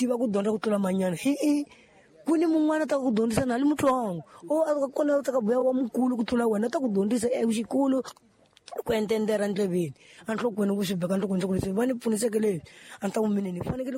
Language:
Tsonga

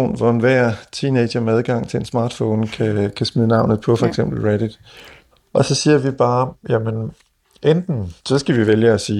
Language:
Danish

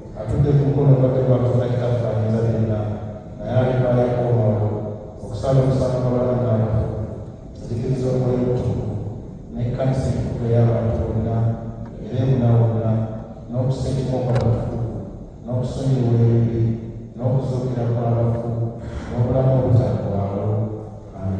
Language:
Ganda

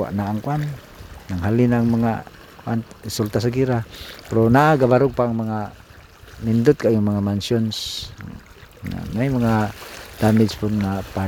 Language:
Cebuano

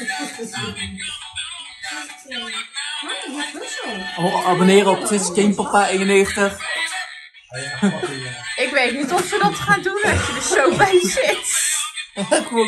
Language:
Dutch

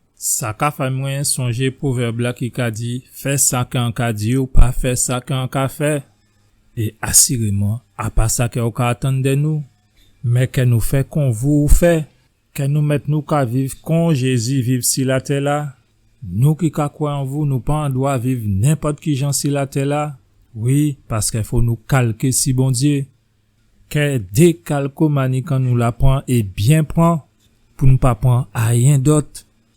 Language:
Guadeloupean Creole French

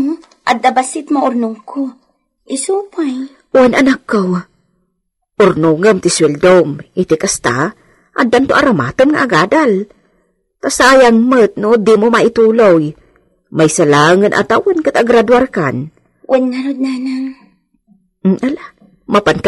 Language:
Iloko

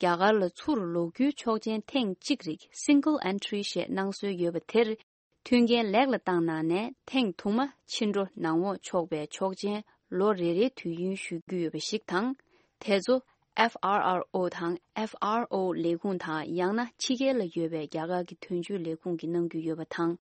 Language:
Tibetan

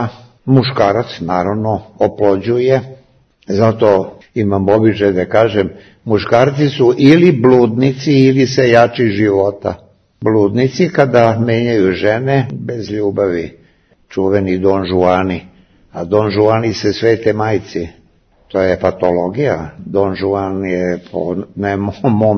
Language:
Serbian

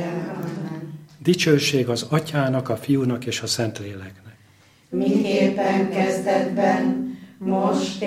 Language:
Hungarian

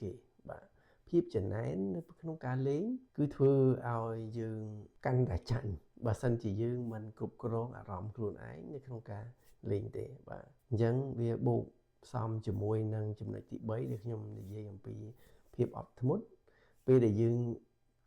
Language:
Khmer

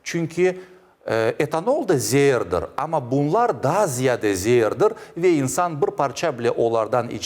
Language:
Crimean Tatar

